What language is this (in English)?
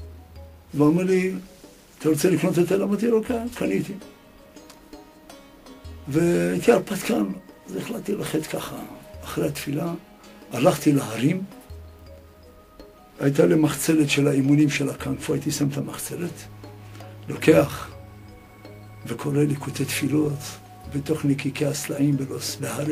Hebrew